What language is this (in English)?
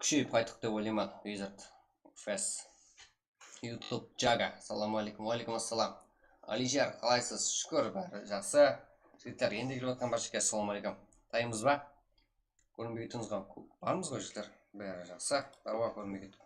Kara-Kalpak